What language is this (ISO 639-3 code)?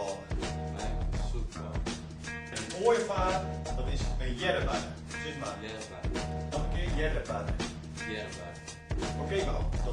fry